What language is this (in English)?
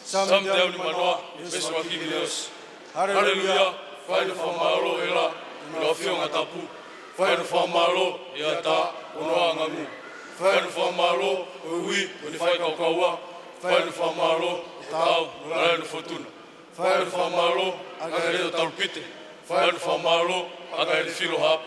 Tongan